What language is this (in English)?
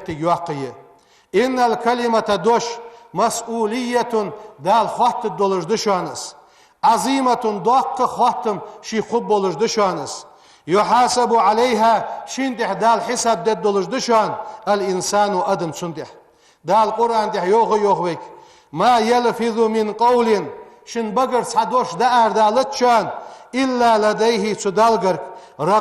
Ingush